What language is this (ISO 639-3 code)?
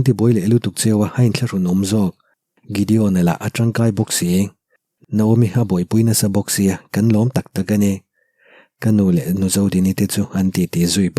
lus